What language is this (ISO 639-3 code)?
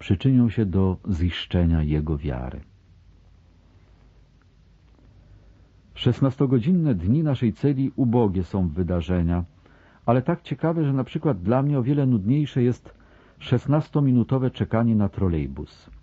pol